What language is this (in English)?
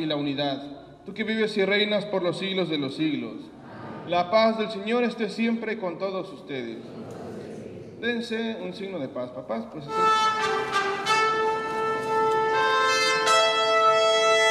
Spanish